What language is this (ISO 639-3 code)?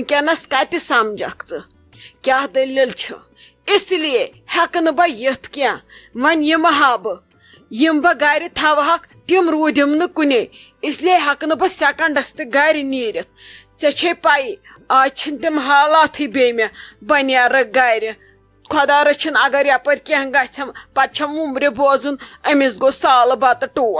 kas